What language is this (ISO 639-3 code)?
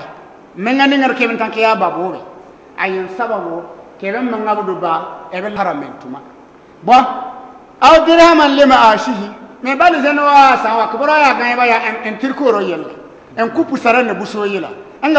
bib